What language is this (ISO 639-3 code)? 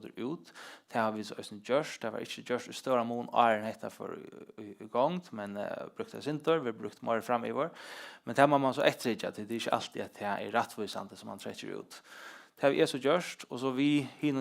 fao